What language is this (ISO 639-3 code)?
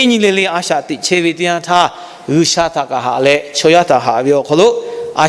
lhu